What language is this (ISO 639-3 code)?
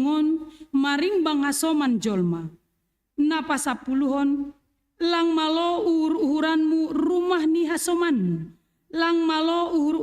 bts